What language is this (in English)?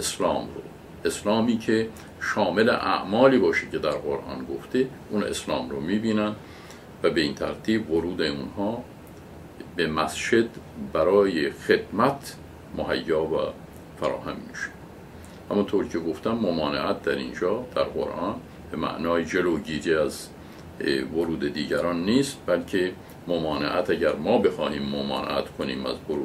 Persian